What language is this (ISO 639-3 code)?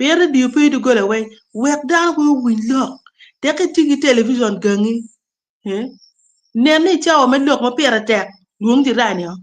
ach